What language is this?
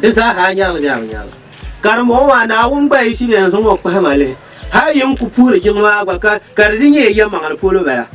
Dagbani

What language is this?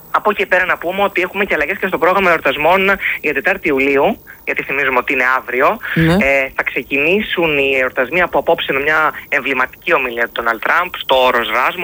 Greek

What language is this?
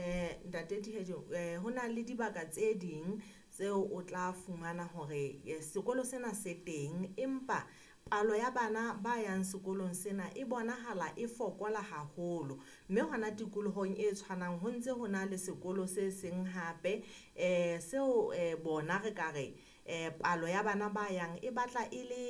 Southern Sotho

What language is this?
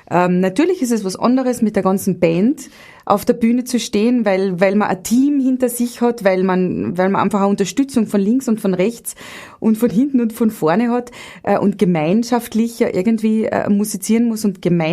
Bavarian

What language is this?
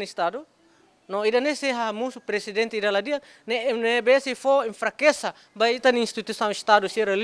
Tetum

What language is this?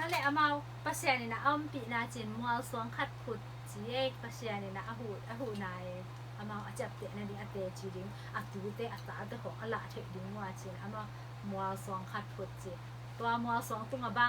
Tedim Chin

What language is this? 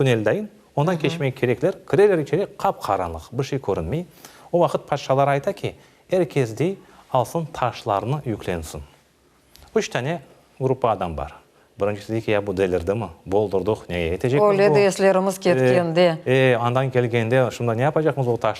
Crimean Tatar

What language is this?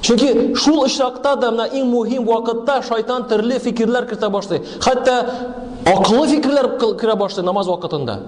Tatar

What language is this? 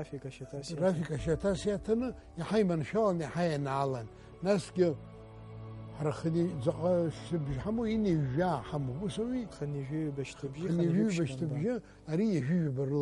Abkhazian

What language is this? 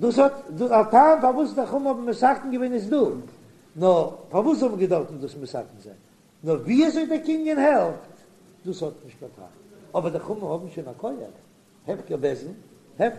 Yiddish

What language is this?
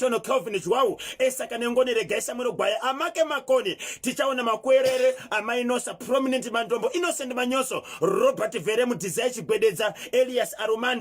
Shona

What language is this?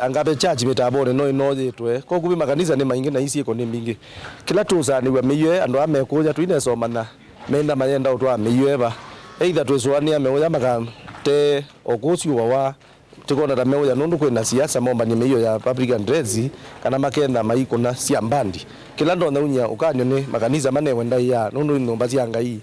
Kamba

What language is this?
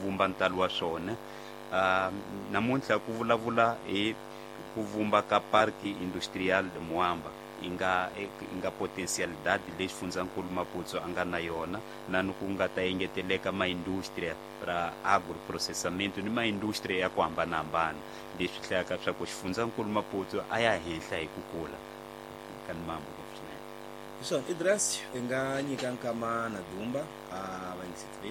Tsonga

